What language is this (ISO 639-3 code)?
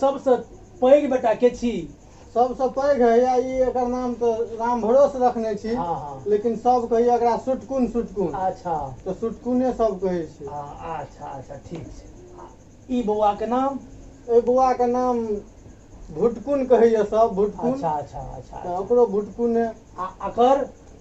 mai